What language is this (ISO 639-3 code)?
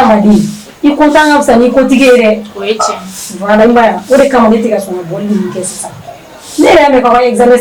bam